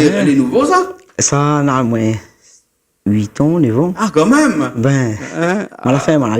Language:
Réunion Creole French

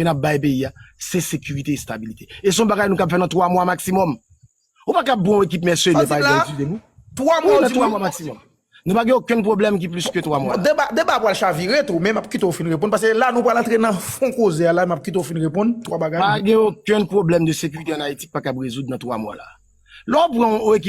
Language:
Haitian Creole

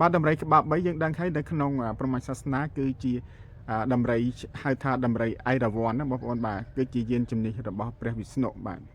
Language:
Khmer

